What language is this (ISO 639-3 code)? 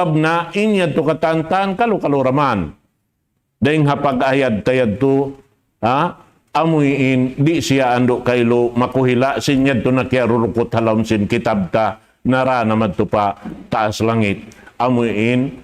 tsg